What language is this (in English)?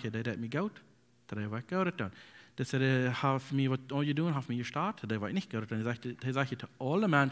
Plautdietsch